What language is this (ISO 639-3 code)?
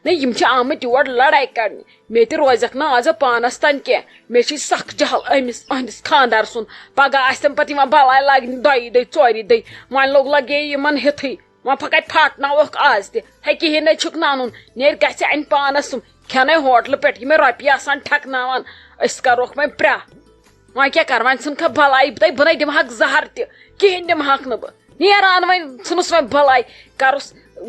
kas